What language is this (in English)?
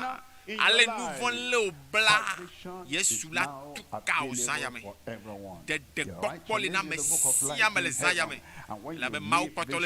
Ewe